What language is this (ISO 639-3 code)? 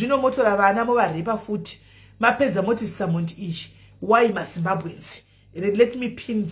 sna